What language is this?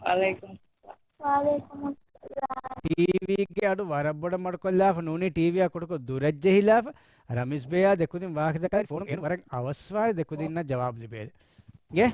Divehi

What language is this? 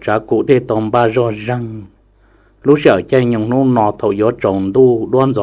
Hmong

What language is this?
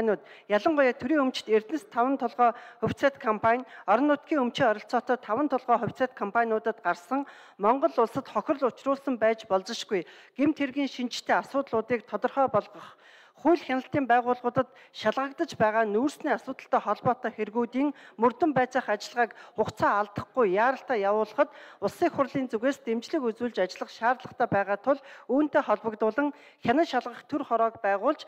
Mongolian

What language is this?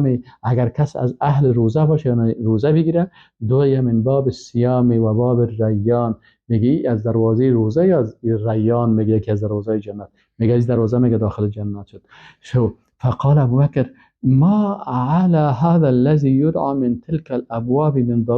Persian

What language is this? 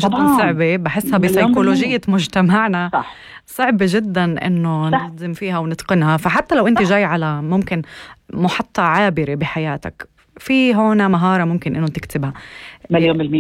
North Levantine Arabic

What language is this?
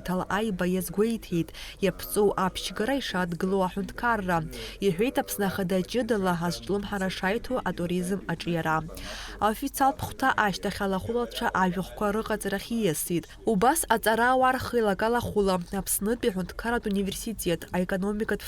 Abkhazian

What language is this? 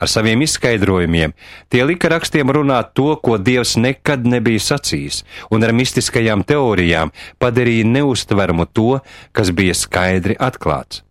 Latvian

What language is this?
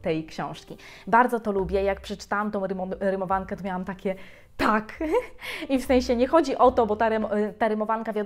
Polish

